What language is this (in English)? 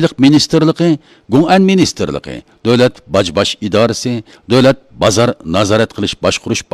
Uyghur